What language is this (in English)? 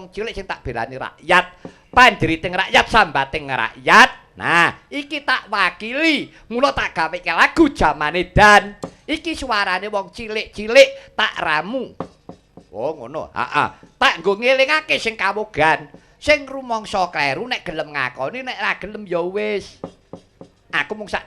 Javanese